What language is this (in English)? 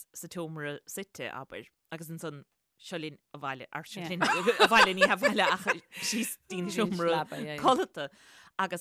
Irish